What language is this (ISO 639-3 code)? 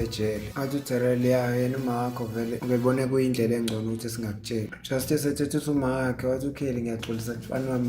zul